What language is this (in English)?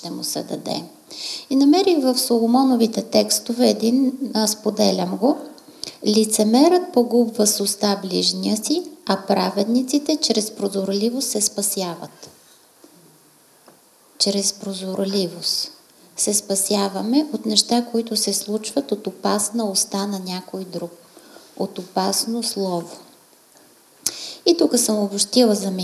Bulgarian